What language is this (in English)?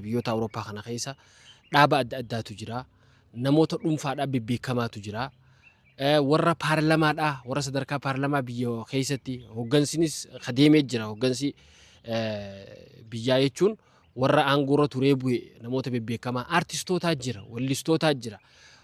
Oromo